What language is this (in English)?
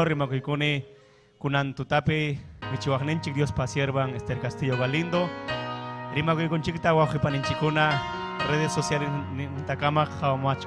Ayacucho Quechua